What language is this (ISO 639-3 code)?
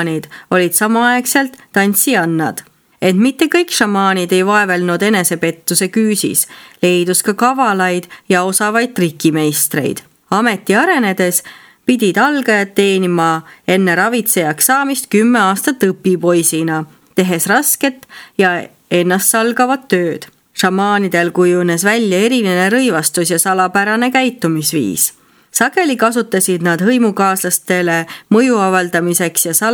est